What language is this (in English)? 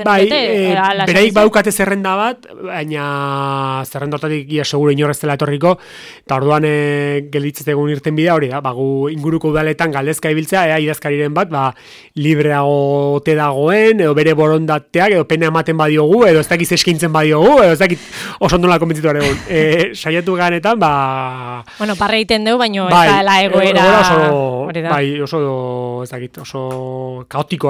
Basque